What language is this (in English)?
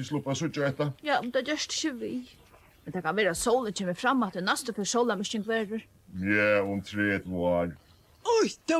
Faroese